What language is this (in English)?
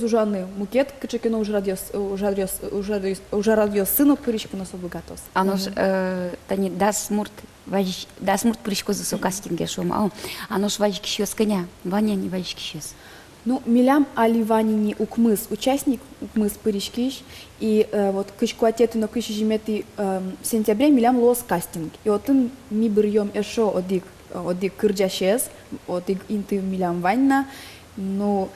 Udmurt